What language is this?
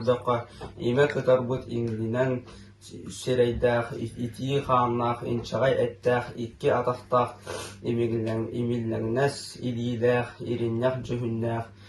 Yakut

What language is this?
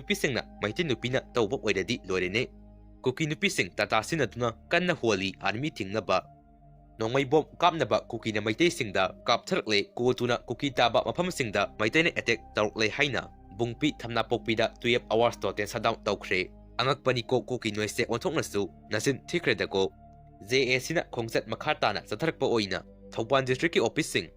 Manipuri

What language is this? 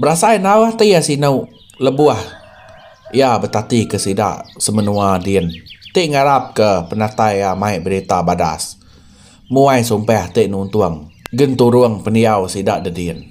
Iban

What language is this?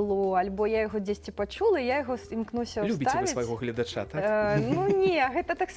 Belarusian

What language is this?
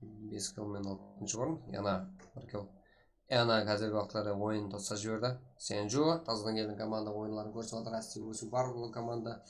Kara-Kalpak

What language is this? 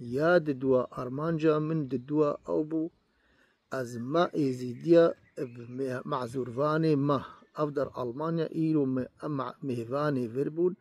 Kurdish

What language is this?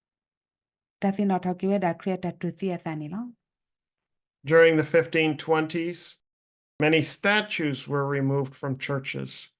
S'gaw Karen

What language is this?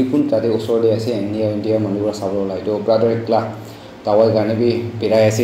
Naga Pidgin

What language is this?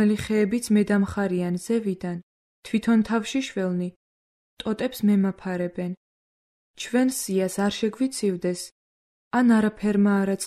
Georgian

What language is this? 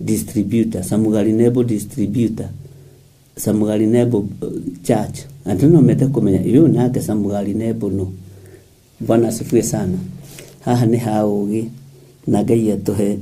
Kikuyu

